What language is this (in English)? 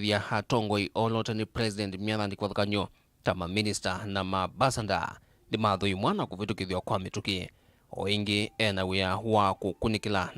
Kamba